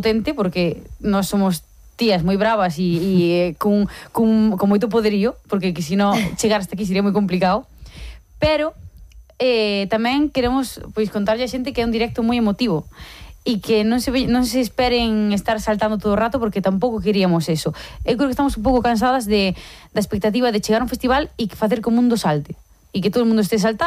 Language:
Galician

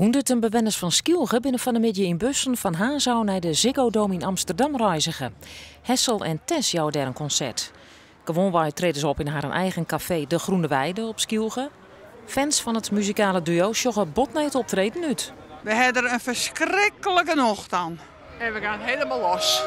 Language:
Western Frisian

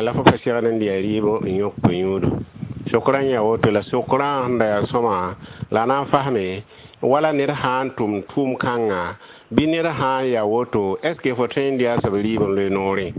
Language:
Mossi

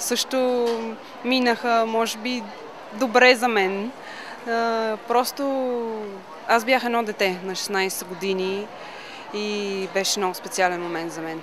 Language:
Bulgarian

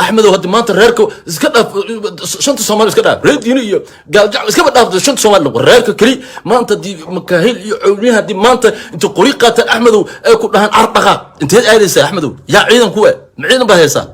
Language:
Somali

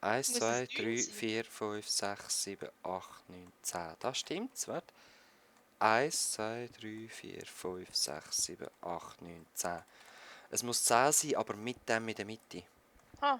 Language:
Swiss German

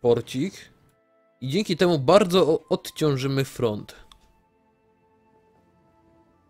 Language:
Polish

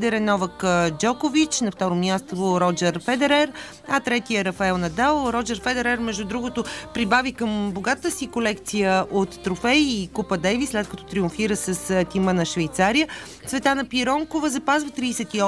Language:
Bulgarian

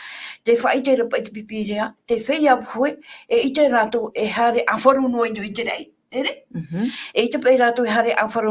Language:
Tahitian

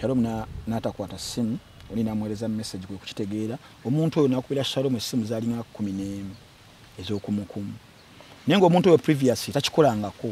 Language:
Ganda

